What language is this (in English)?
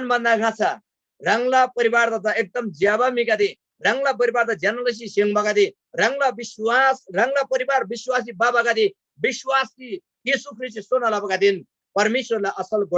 Eastern Tamang